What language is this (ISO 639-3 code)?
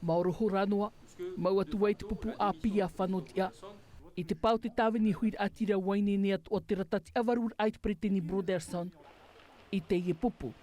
tah